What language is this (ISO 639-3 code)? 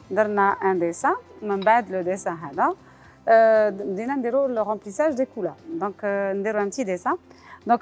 arq